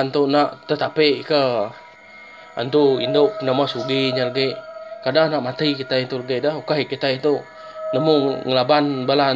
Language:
Iban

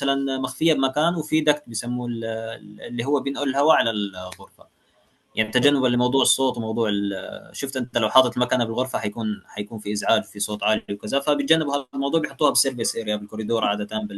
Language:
Egyptian Arabic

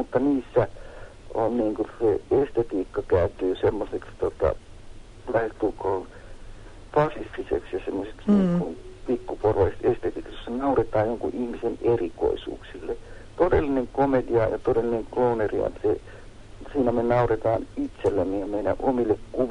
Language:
Finnish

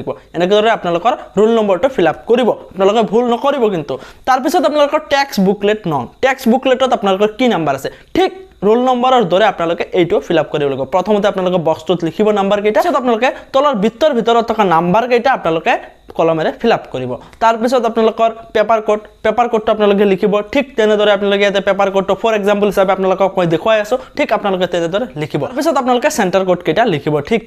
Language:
Assamese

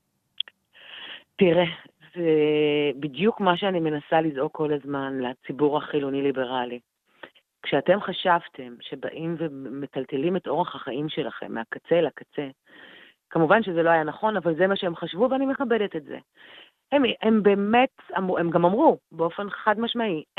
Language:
Hebrew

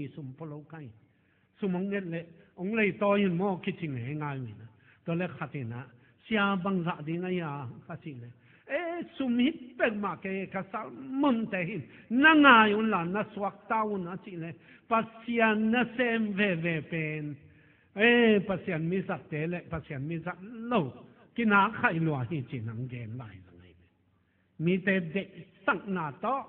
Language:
Tedim Chin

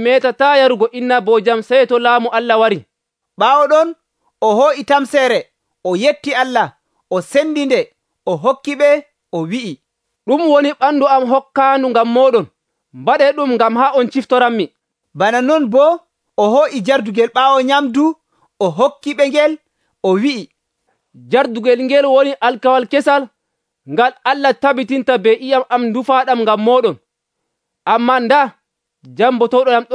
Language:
Nigerian Fulfulde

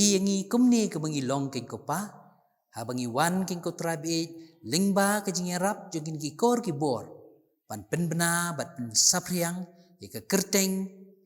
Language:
Khasi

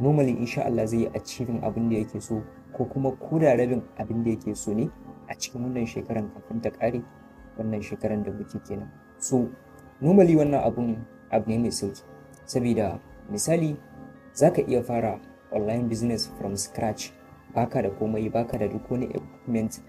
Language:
Hausa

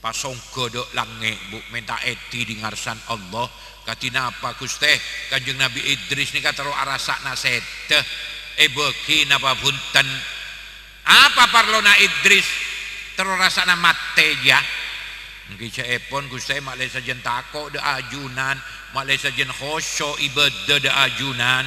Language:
Madurese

